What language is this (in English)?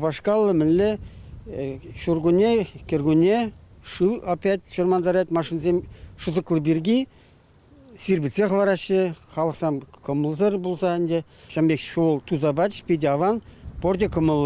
Chuvash